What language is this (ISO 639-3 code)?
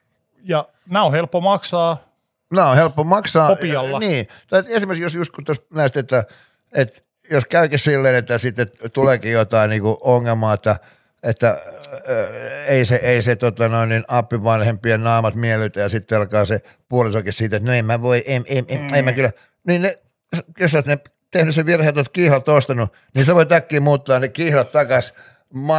fin